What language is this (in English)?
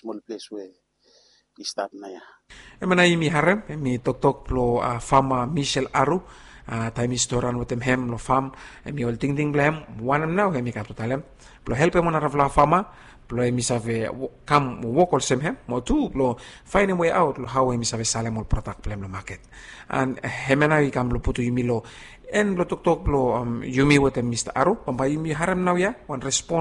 Bislama